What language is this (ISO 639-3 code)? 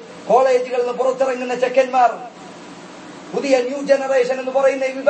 mal